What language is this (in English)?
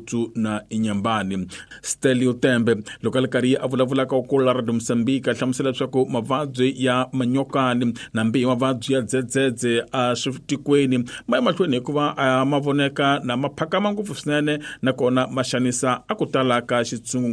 Tsonga